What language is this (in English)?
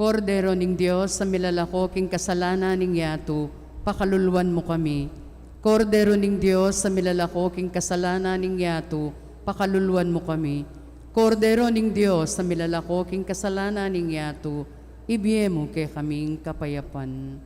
Pampanga